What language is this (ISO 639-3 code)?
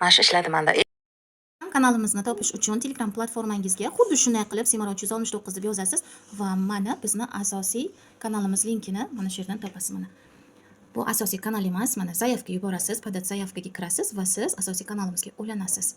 uzb